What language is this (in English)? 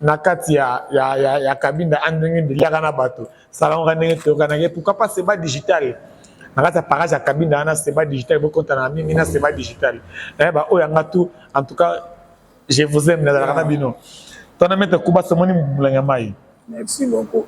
Lingala